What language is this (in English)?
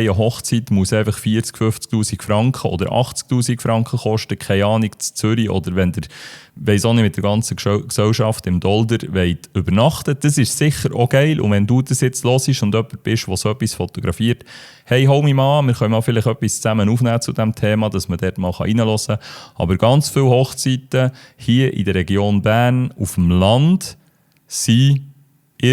Swiss German